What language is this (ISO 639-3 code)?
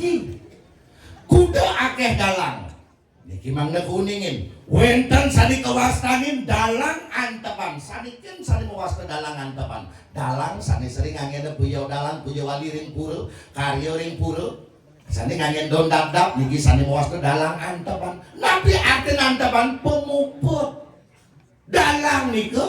ban